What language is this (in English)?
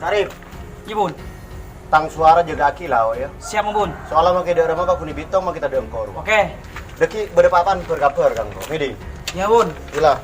Madurese